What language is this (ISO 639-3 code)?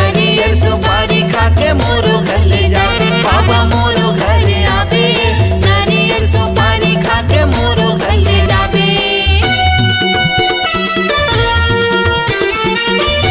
hne